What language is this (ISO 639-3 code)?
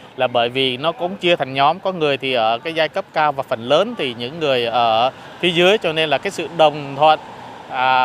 vie